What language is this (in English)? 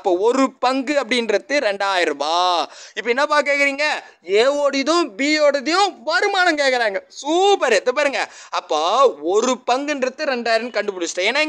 Tamil